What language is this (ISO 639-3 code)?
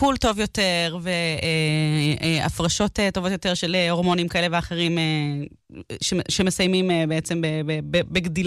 heb